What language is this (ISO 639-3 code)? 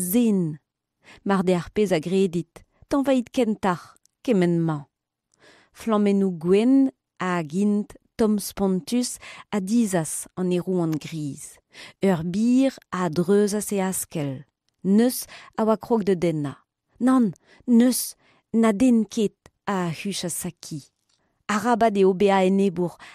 bre